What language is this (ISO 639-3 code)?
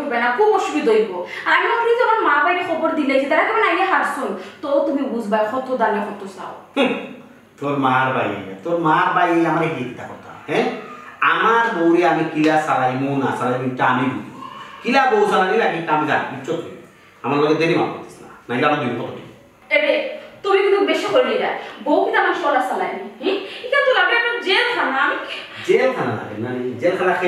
syl